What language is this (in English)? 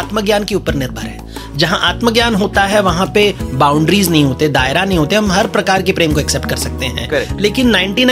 Hindi